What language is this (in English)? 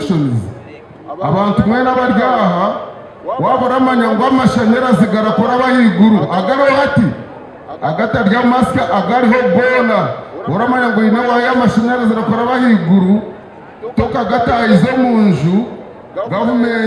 Nyankole